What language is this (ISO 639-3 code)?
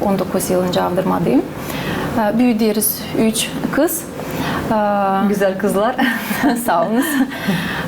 gag